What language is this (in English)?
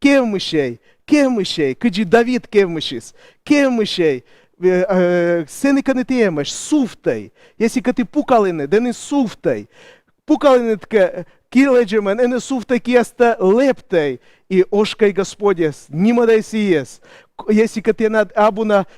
Komi